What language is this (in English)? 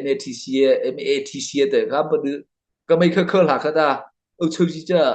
Mara Chin